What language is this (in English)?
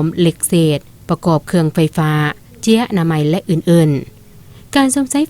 Lao